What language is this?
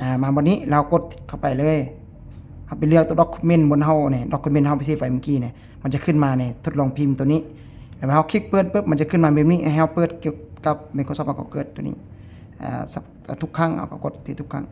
Lao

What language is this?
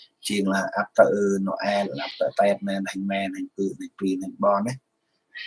Central Mnong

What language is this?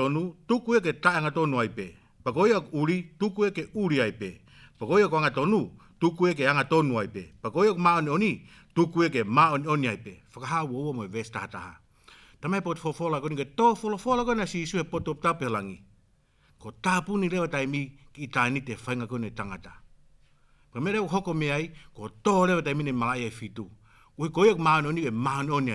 Tongan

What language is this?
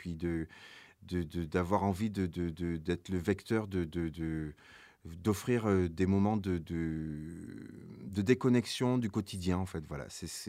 French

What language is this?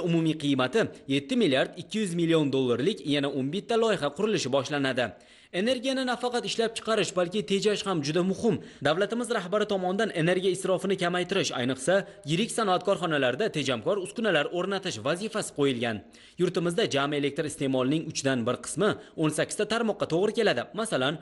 Uzbek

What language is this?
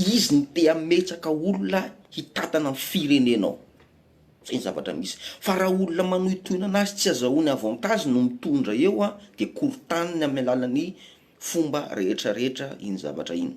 Malagasy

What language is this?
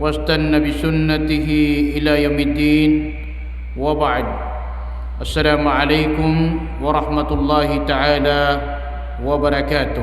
Maranao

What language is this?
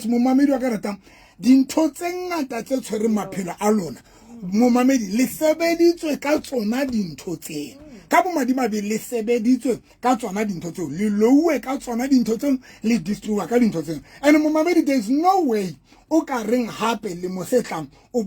Southern Sotho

